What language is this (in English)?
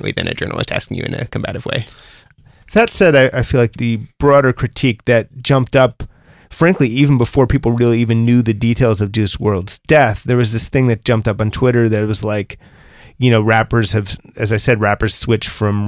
English